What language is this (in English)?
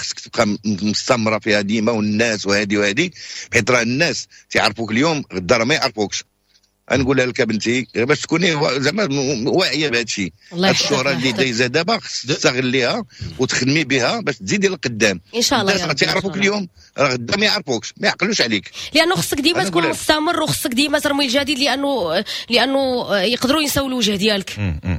Moroccan Arabic